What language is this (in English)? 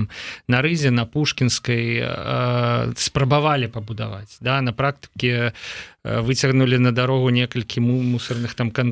Belarusian